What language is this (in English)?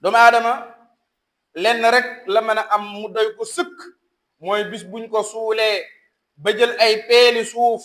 Wolof